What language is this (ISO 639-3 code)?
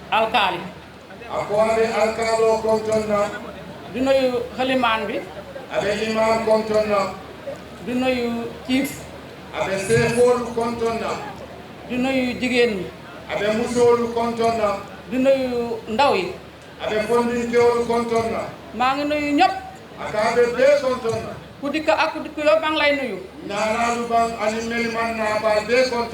ful